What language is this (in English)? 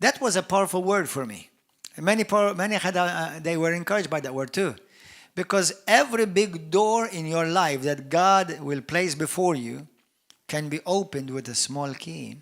English